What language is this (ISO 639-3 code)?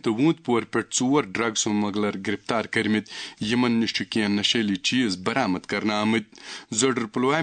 kas